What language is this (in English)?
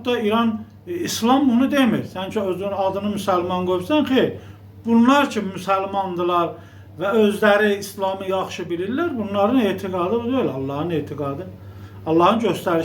Azerbaijani